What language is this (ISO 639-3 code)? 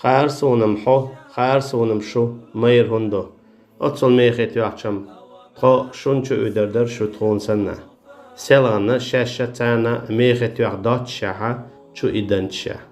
che